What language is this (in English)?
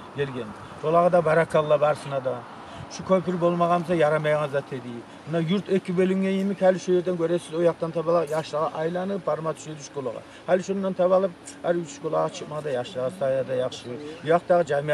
Kumyk